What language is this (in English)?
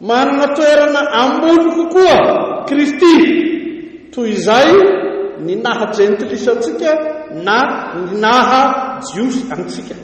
Malagasy